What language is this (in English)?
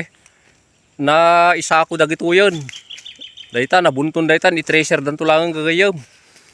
Iloko